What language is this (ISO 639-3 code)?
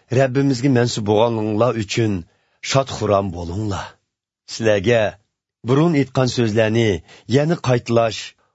uig